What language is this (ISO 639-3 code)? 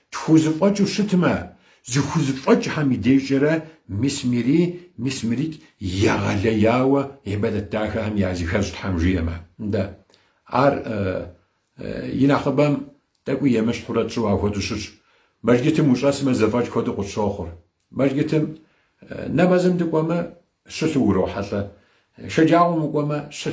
kbd